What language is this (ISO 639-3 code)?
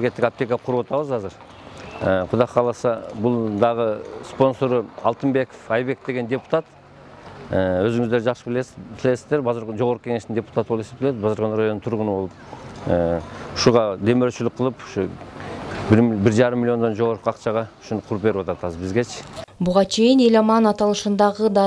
kir